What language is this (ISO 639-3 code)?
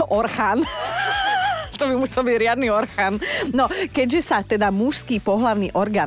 slk